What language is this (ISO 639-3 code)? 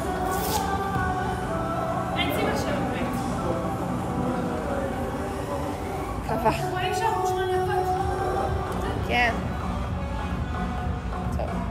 heb